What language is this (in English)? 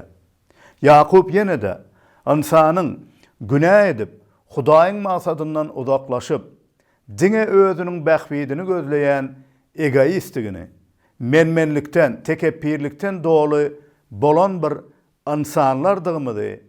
Turkmen